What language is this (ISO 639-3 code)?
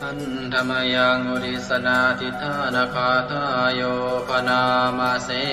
pli